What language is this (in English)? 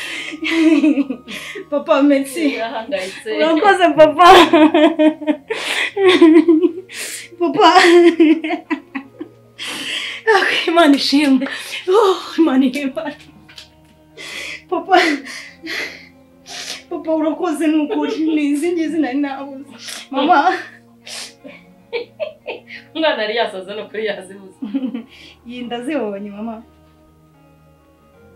Kinyarwanda